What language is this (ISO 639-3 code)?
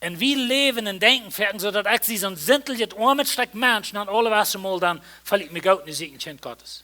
pdt